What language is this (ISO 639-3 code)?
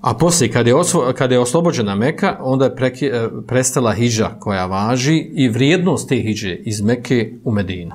bos